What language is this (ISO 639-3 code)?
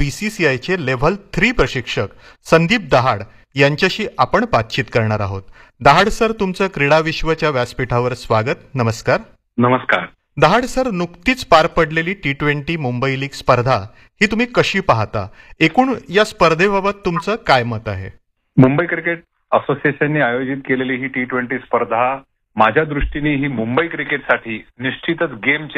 mar